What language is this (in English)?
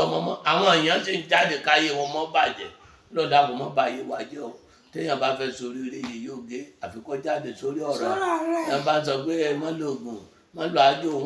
Yoruba